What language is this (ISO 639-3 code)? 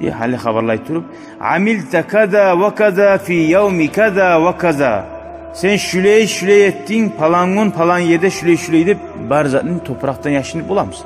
kum